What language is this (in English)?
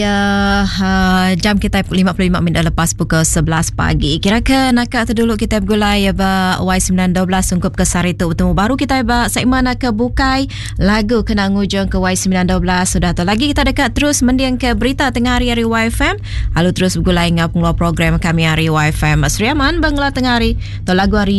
Iban